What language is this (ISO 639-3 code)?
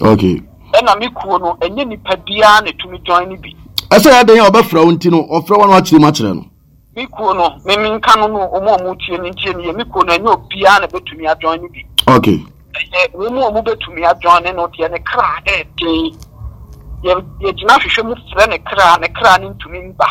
aka